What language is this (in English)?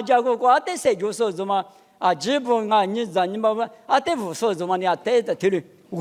Lisu